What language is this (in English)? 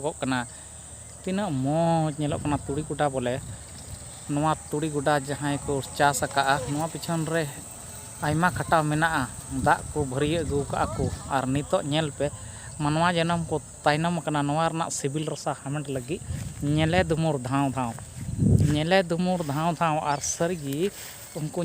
Santali